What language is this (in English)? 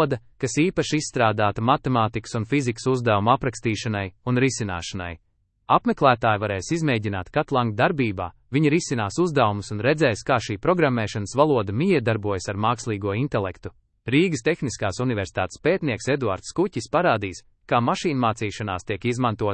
Latvian